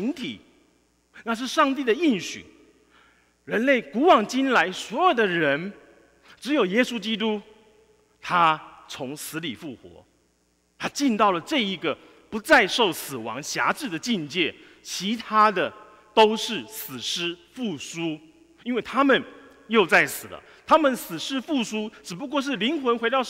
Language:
Chinese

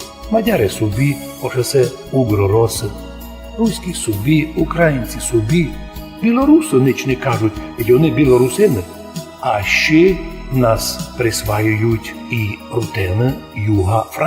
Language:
Rusyn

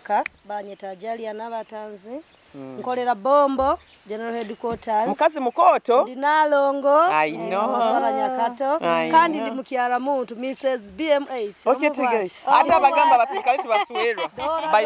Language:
Nyoro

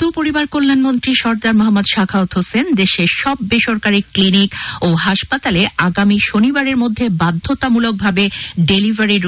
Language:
Bangla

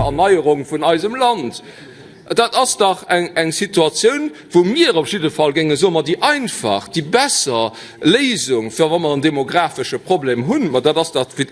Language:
Luxembourgish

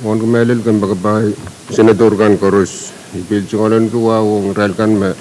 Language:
Pohnpeian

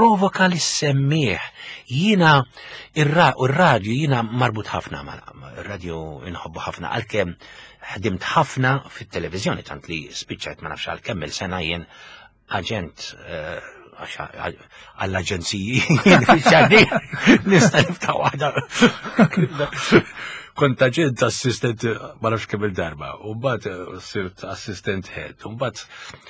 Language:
Maltese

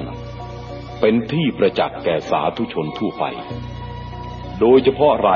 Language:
Thai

